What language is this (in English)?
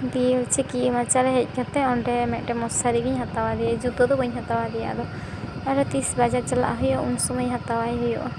Santali